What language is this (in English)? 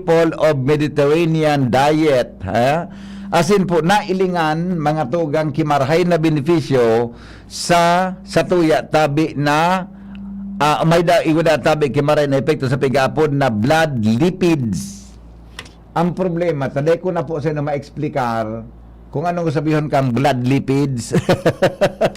Bikol